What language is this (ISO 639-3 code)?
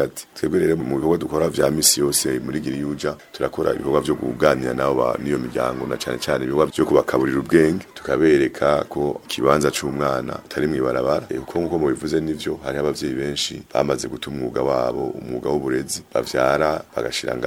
run